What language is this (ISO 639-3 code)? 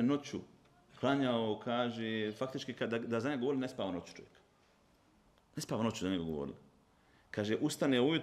bos